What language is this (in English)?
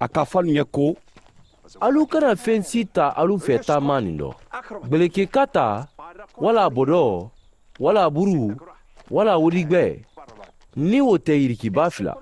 Mandingo